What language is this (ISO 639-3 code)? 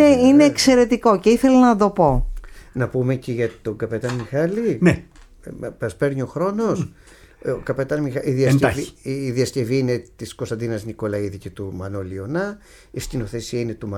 ell